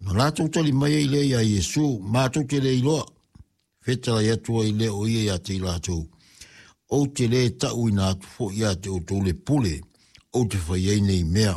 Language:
Samoan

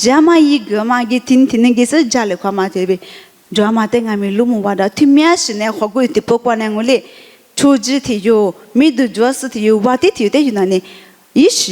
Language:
Lisu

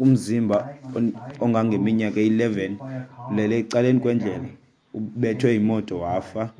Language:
Xhosa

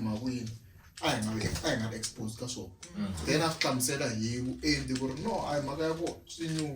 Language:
Tsonga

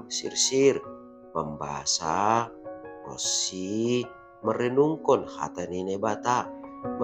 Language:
Batak Simalungun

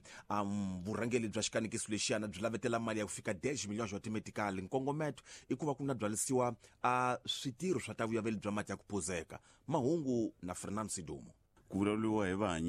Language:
Tsonga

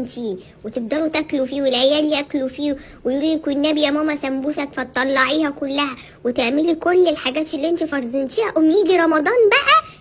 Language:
Egyptian Arabic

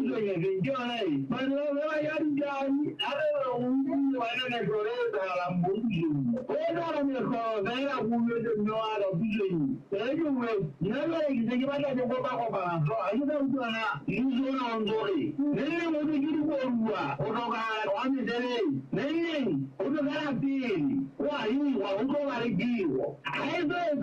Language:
Southern Sotho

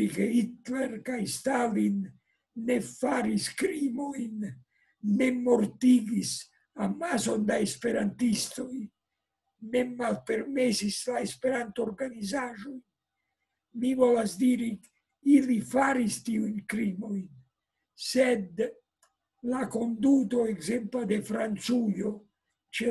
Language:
Esperanto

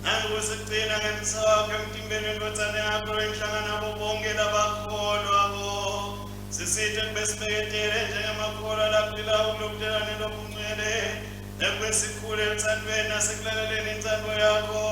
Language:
Swati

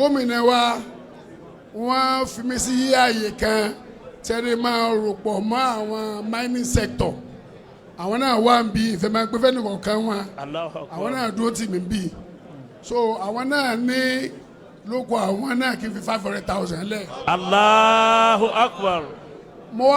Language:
Yoruba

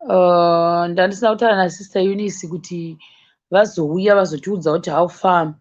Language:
Shona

